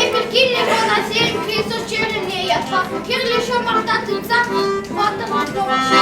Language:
Chuvash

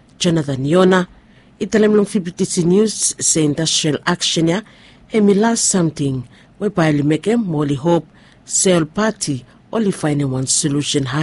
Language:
Bislama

